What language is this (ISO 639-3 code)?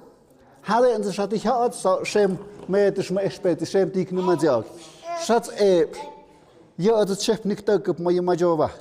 mxp